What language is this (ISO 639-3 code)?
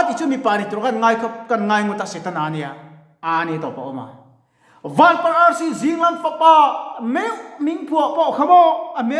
lus